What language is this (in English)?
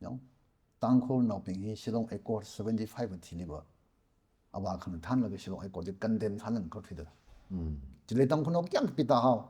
Tangkhul Naga (India)